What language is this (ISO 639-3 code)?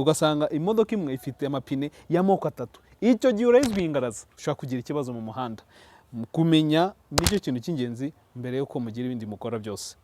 kin